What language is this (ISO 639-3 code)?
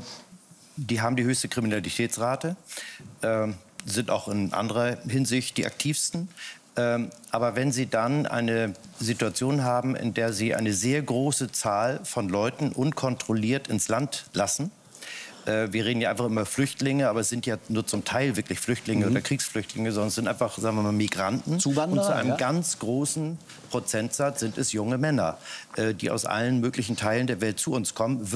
deu